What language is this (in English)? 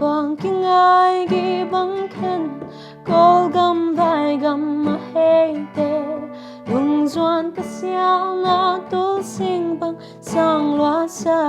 Paite Chin